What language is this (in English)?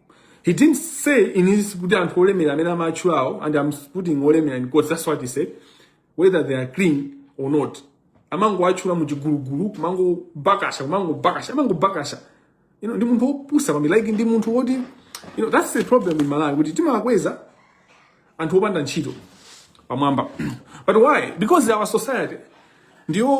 Nyanja